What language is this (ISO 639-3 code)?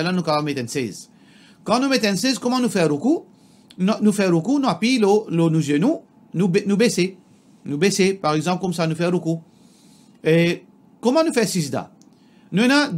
mfe